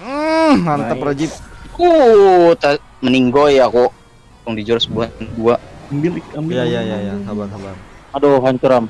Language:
Banjar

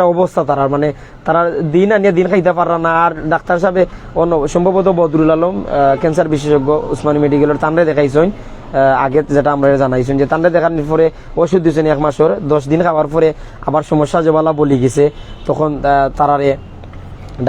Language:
Sylheti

